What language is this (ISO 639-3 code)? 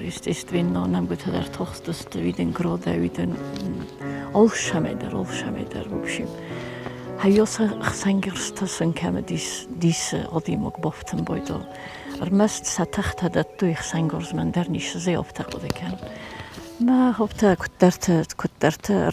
oss